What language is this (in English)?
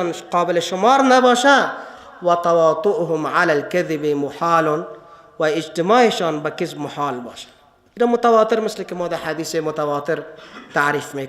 Persian